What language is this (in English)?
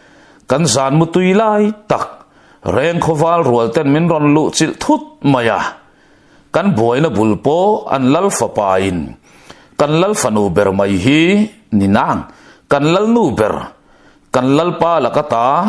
Mizo